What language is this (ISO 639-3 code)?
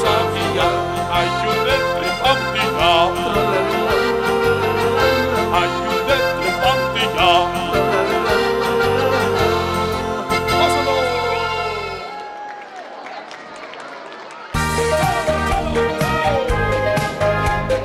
eus